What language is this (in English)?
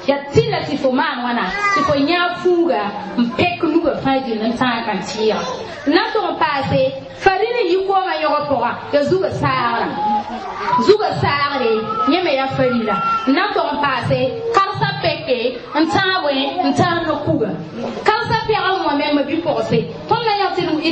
Mossi